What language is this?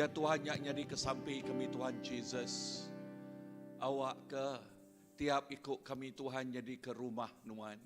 Iban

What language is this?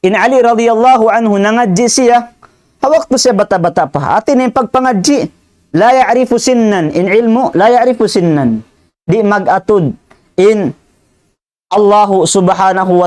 Tausug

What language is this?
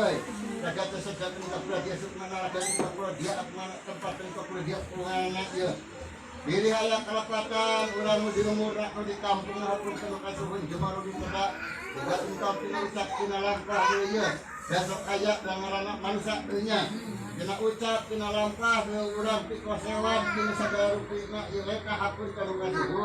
Sundanese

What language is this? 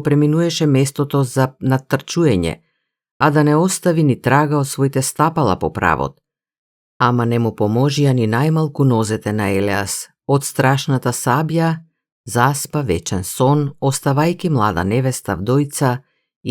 Macedonian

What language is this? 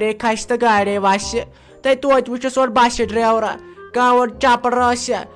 Kashmiri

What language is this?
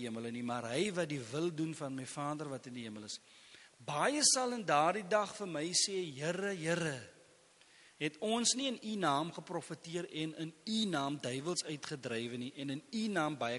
Afrikaans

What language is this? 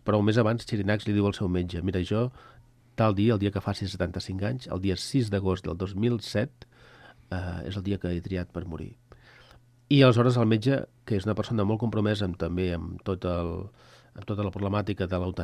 Catalan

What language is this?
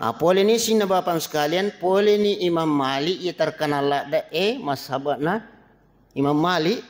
Buginese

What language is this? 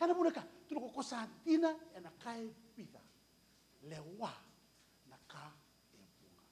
Fijian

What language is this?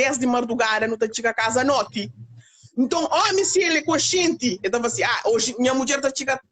Kabuverdianu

